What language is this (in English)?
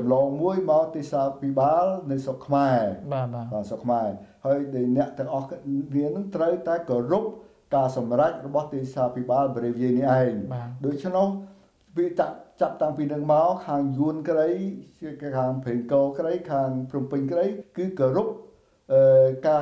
Khmer